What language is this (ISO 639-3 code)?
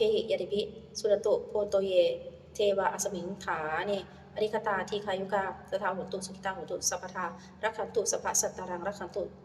pli